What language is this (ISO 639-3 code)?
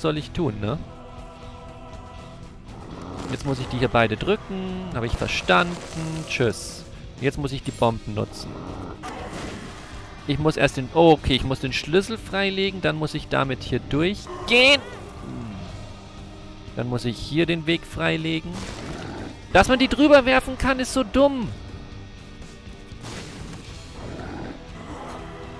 deu